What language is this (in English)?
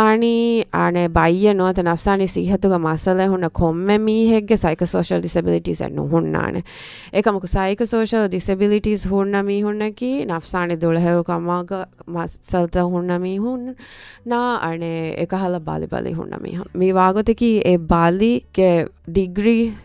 Divehi